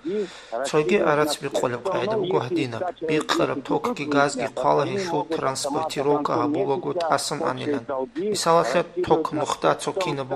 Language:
Avaric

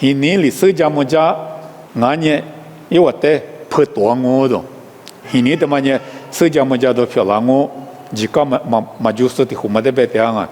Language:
Lisu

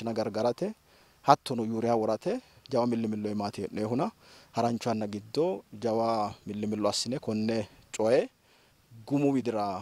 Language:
Sidamo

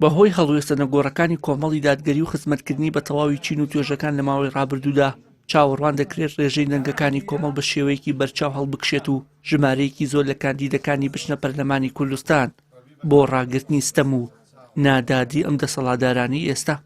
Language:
Central Kurdish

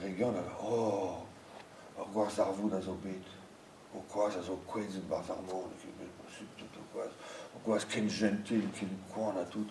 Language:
Breton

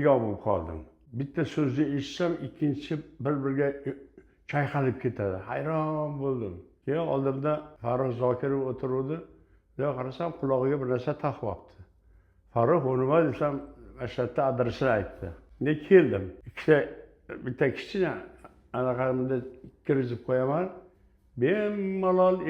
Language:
Uzbek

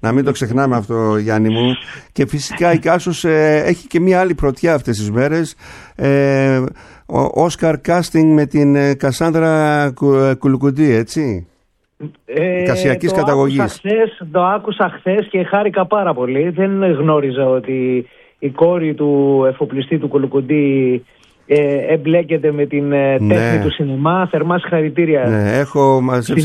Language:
Greek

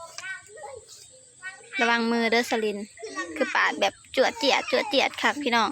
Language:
Lao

